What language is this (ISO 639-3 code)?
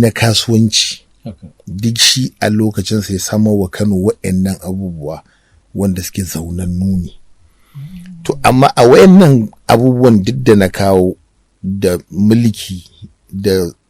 hau